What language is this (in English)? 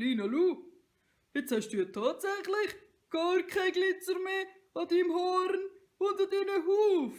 Swiss German